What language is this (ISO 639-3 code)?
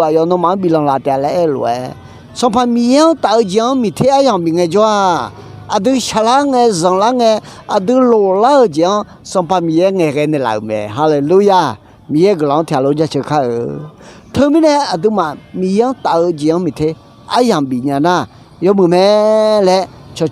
ahk